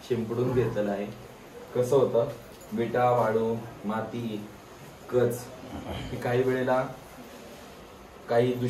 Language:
Marathi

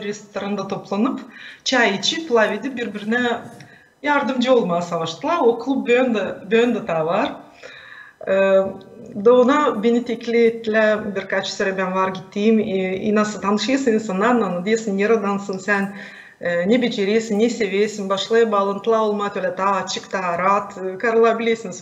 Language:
Gagauz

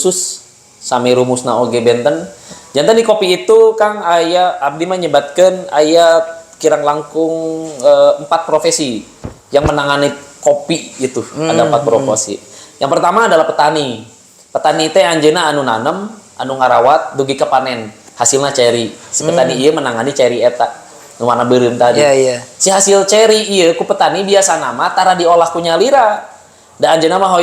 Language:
Sundanese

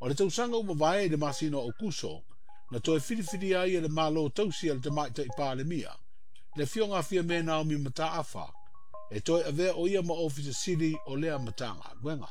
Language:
Samoan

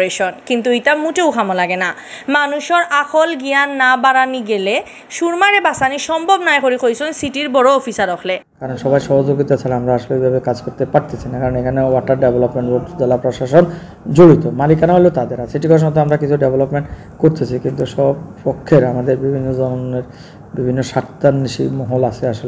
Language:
Sylheti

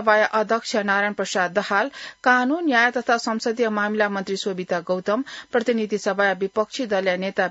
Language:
Newari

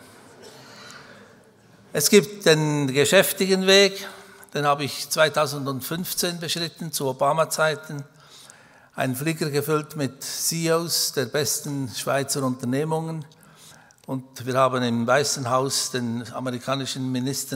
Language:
German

